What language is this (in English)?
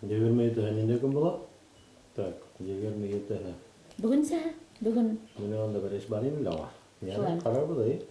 Bashkir